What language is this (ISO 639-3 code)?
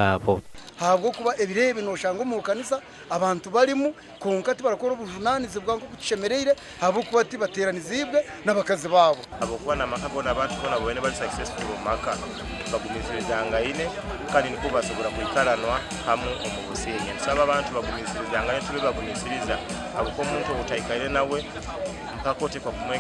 nyn